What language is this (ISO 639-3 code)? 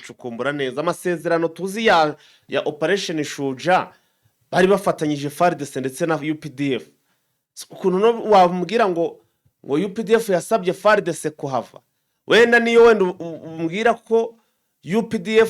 kin